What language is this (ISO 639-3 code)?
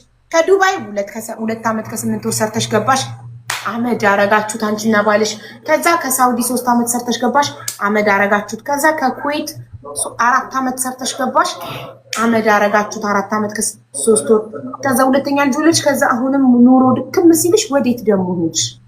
amh